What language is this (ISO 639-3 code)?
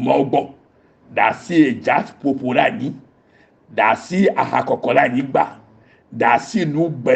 ewe